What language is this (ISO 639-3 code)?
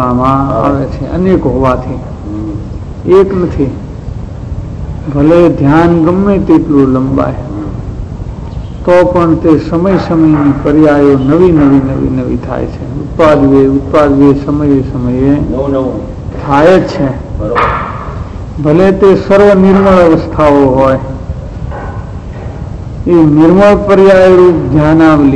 guj